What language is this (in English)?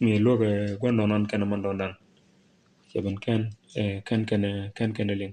Nuer